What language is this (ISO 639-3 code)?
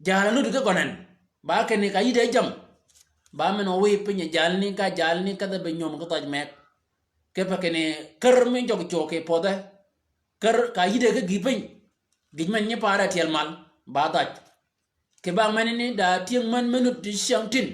shk